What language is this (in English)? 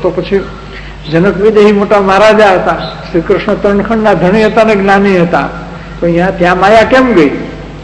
Gujarati